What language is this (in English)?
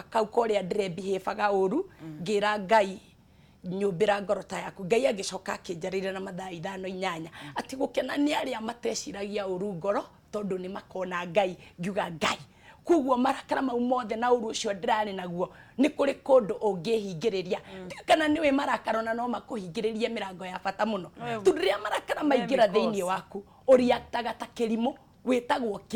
Kikuyu